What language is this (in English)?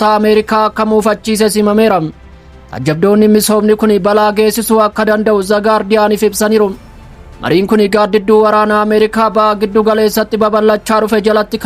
Oromo